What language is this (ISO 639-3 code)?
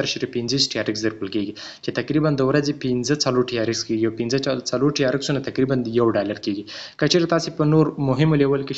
pus